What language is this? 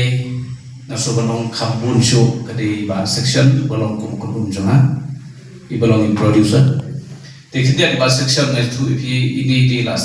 Khasi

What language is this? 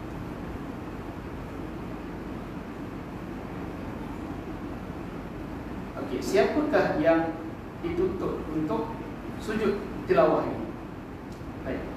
Malay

